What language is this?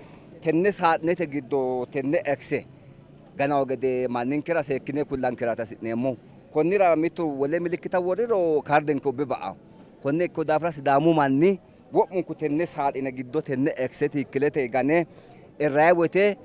Sidamo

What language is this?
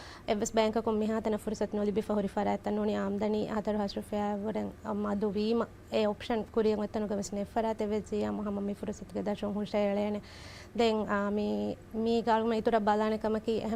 Divehi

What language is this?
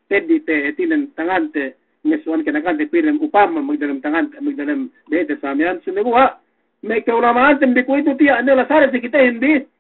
Yakan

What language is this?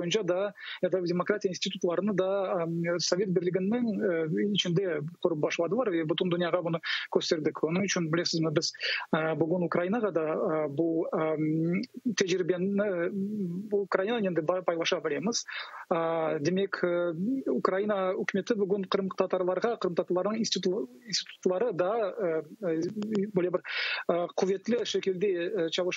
Crimean Tatar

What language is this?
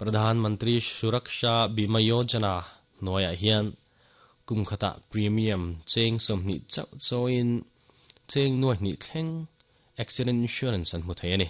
Mizo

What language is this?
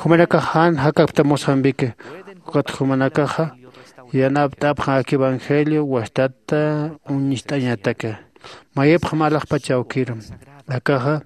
Aymara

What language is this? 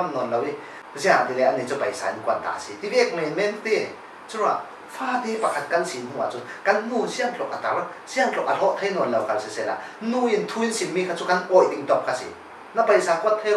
Falam Chin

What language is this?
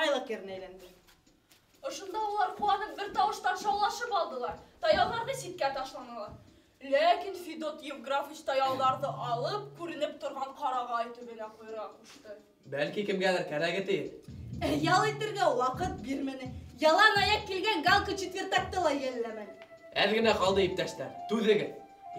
Bashkir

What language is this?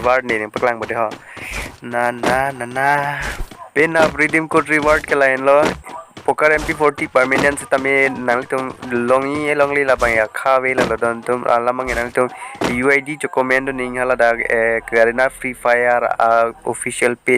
Karbi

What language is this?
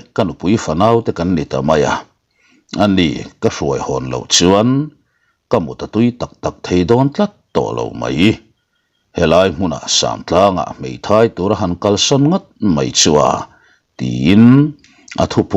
Mizo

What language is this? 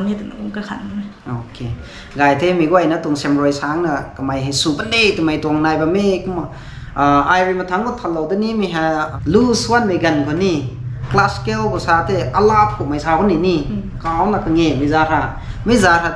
Rongmei Naga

